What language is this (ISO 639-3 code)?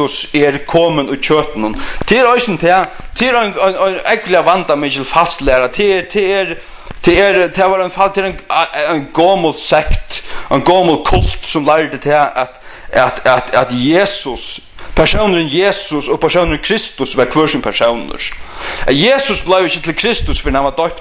fao